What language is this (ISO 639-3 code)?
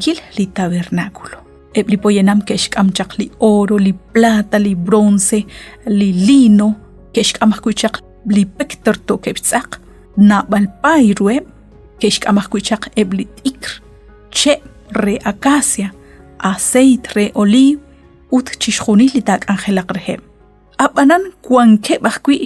kek